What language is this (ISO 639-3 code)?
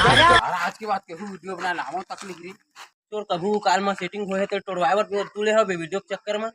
hne